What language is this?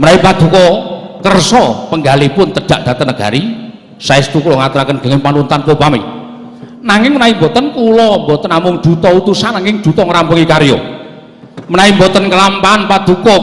Javanese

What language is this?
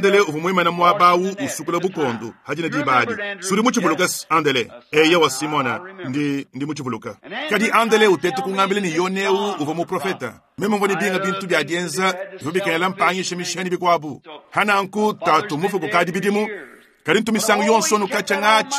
Luba-Lulua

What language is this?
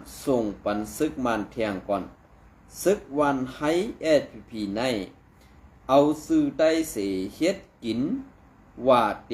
Shan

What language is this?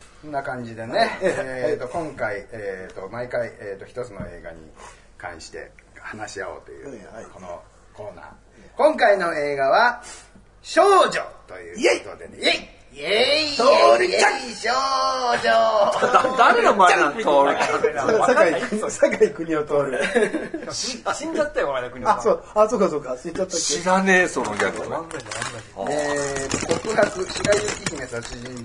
Japanese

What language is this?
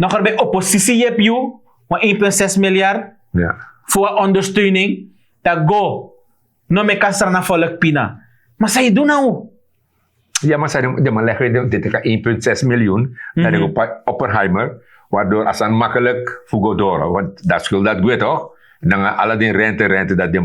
Sranan Tongo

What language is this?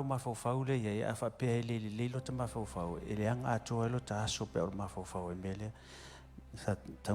Samoan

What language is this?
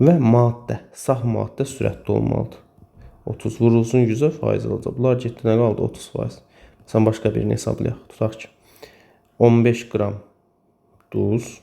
Azerbaijani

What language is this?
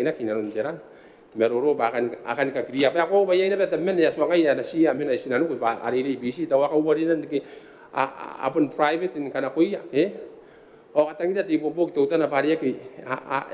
Gilbertese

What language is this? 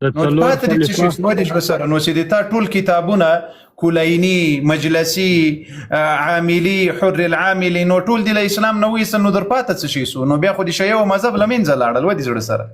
Pashto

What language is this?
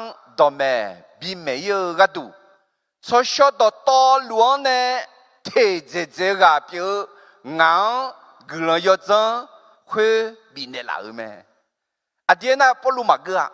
Akha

